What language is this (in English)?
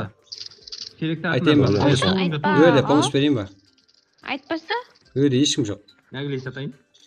Kara-Kalpak